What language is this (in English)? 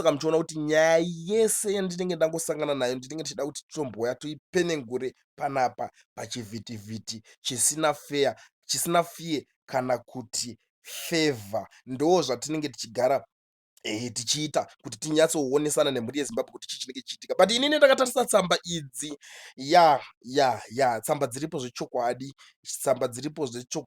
Shona